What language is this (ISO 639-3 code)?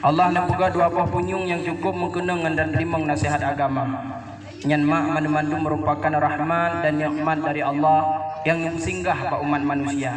ace